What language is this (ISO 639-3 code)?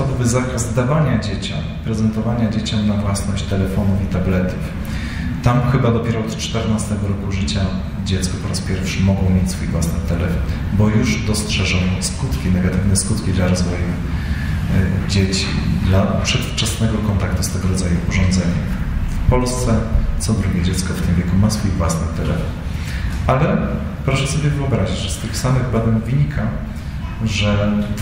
pol